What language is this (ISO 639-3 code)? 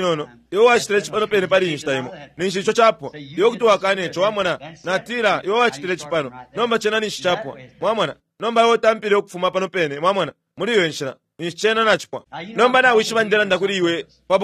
bem